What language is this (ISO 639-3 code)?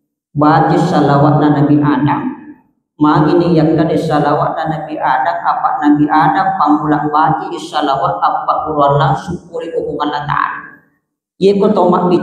bug